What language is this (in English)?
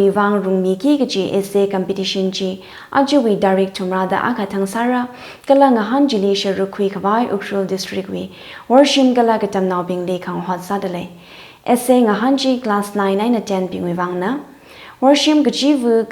Tangkhul Naga (India)